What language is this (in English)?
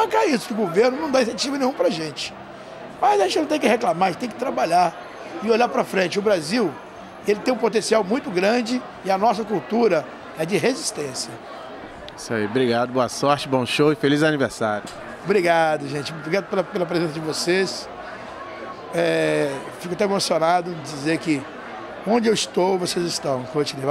Portuguese